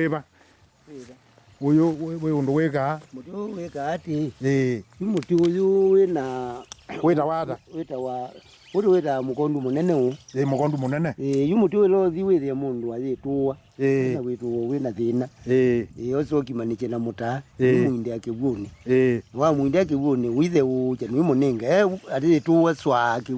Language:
Kamba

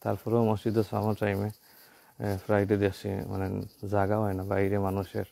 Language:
Sylheti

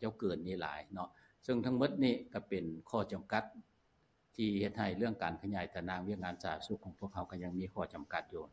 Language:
Lao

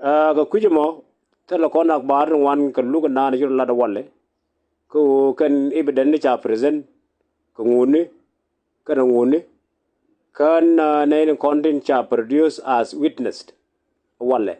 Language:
Nuer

